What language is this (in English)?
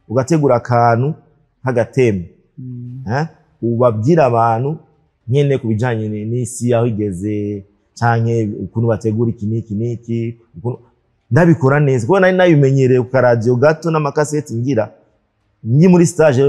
Rundi